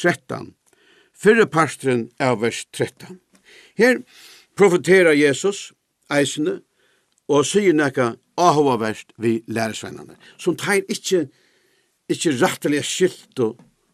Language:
Faroese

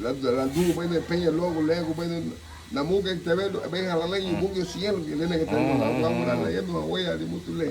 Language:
Garifuna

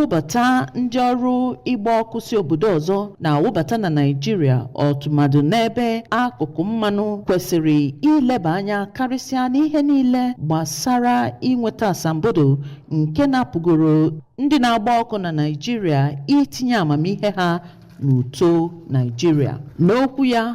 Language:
Igbo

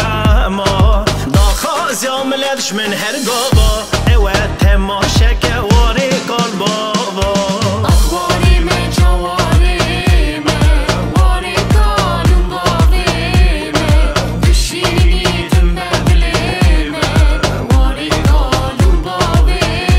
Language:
Kurdish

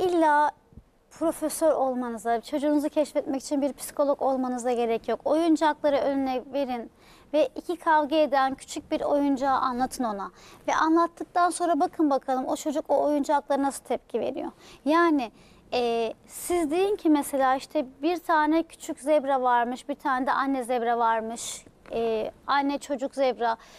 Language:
Turkish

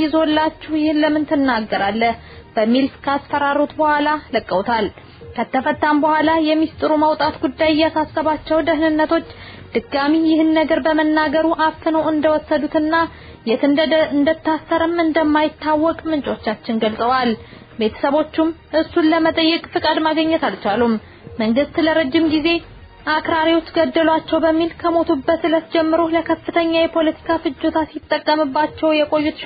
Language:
Amharic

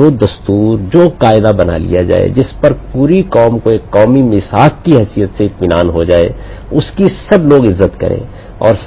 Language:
Urdu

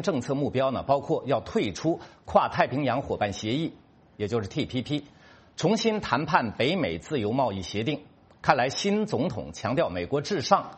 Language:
Chinese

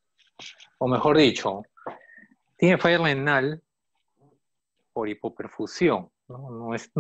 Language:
Spanish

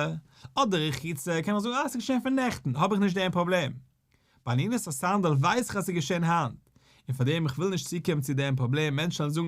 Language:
Yiddish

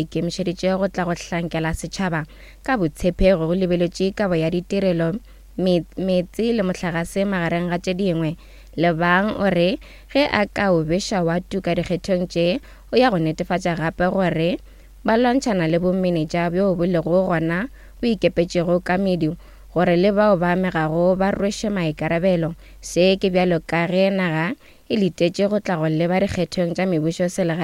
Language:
Northern Sotho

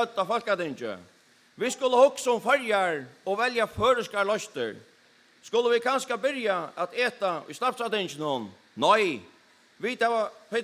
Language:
Faroese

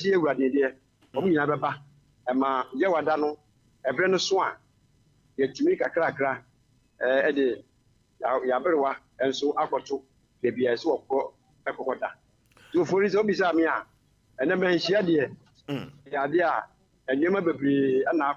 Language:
Akan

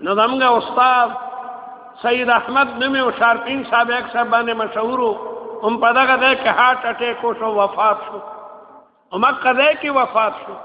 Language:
Pashto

